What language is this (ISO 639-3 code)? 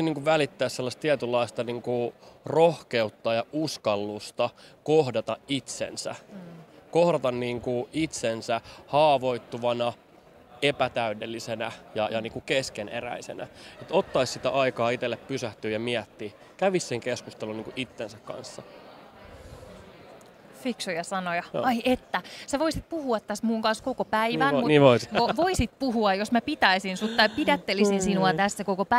fin